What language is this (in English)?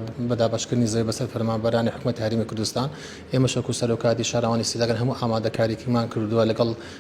Central Kurdish